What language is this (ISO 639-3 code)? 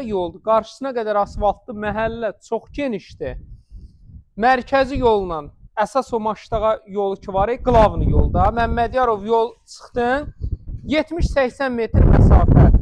aze